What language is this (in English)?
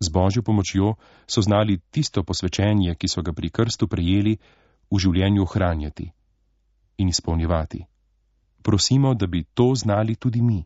Slovenian